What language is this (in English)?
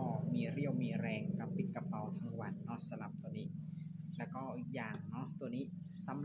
Lao